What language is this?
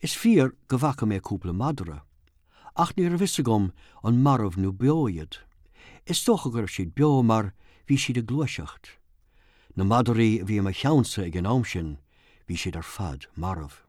Irish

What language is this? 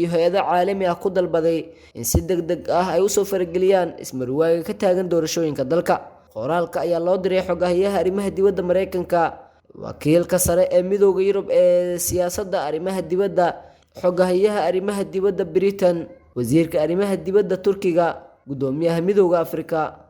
Somali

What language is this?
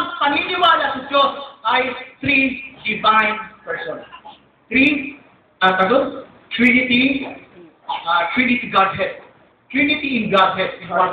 Filipino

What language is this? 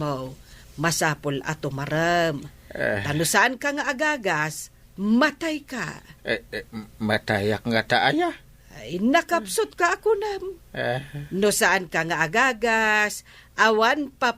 Iloko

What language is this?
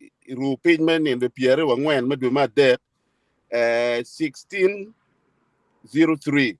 Acoli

